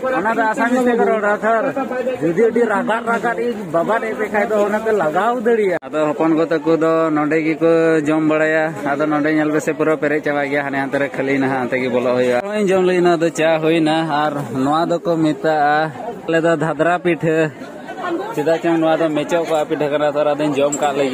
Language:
Santali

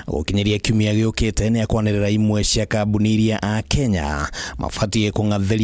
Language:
Kikuyu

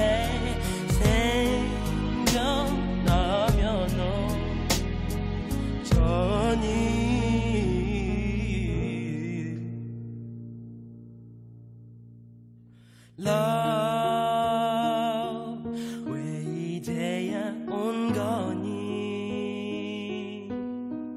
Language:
Korean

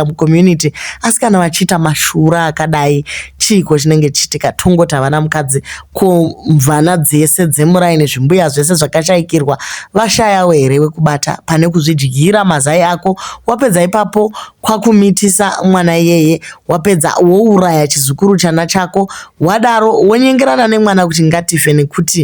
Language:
Shona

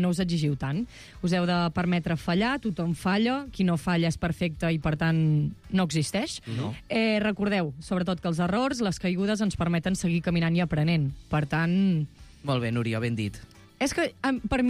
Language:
Catalan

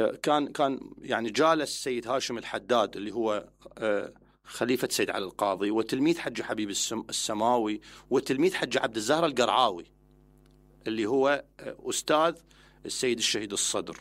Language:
Mesopotamian Arabic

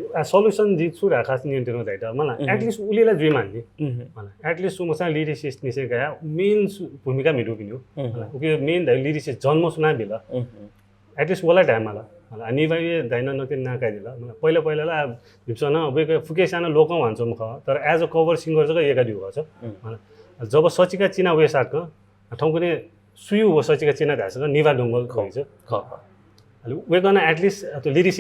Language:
Newari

